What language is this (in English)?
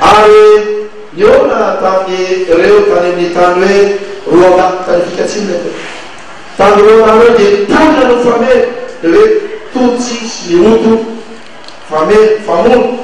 Malagasy